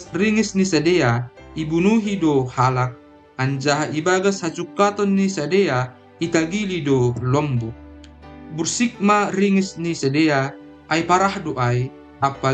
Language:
Batak Simalungun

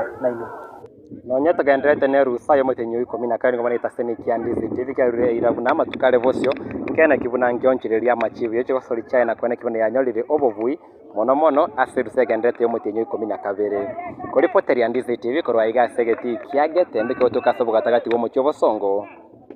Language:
Gusii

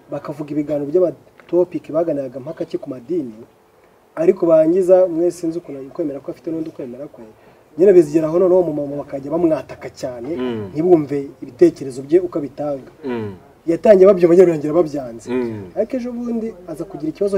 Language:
Kinyarwanda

